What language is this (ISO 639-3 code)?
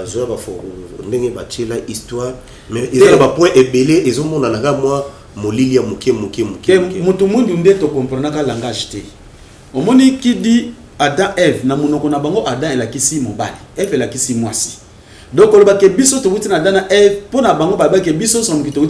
lin